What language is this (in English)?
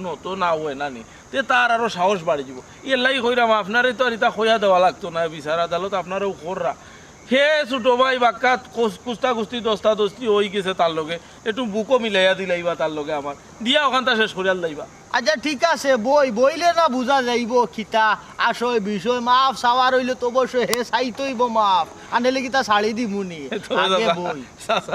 Sylheti